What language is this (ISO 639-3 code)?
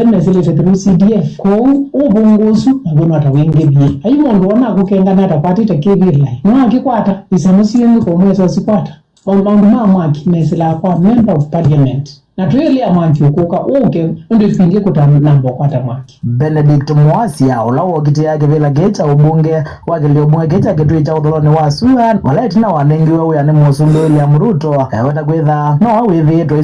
kam